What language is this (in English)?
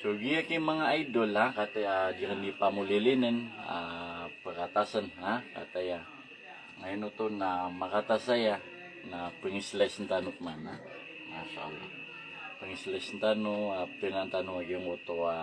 Maranao